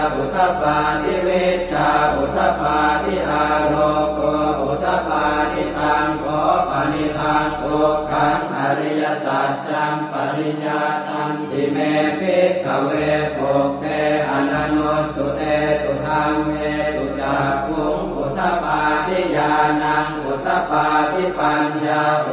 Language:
Pali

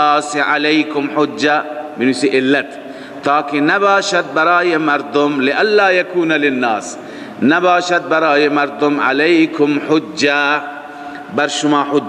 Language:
Persian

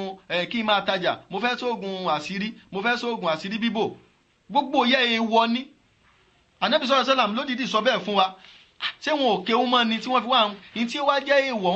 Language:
Yoruba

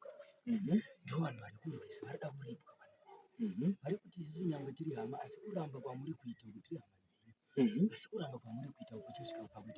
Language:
Shona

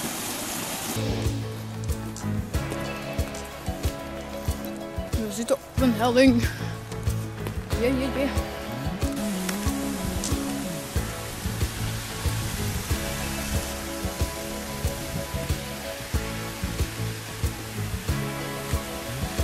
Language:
Dutch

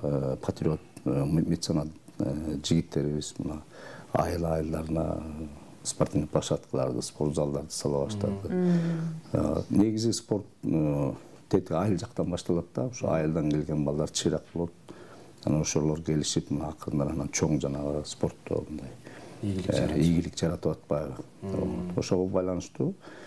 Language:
Kyrgyz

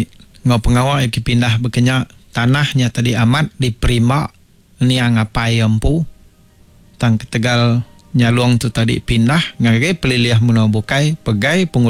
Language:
Iban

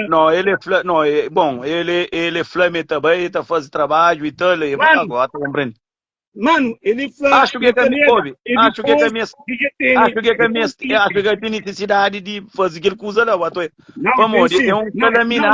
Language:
Kabuverdianu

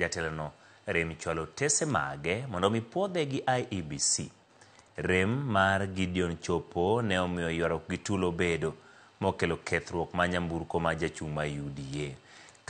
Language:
Luo (Kenya and Tanzania)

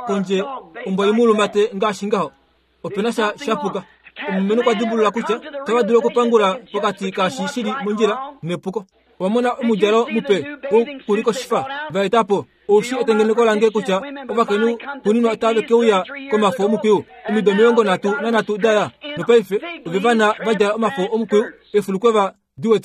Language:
Kuanyama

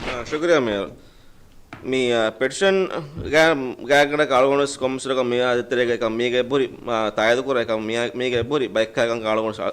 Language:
Divehi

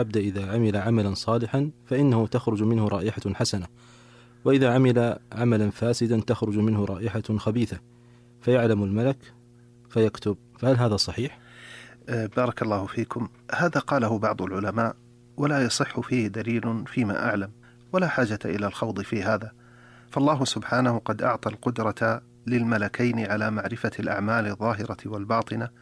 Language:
Arabic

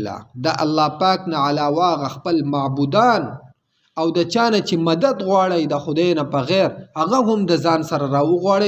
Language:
Pashto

